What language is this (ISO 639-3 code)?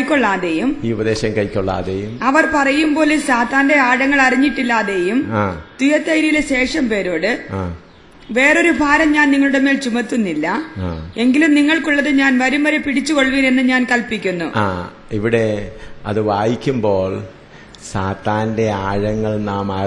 mal